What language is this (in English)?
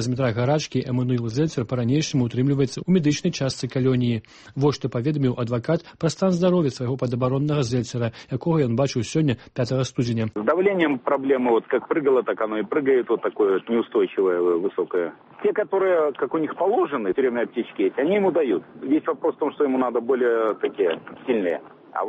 Belarusian